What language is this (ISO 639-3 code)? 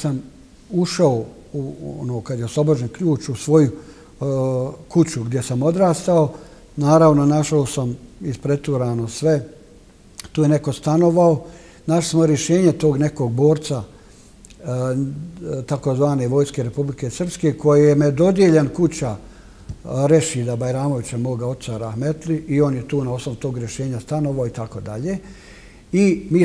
bos